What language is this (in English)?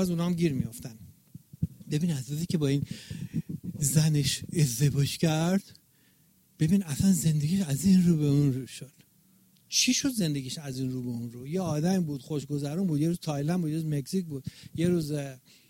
Persian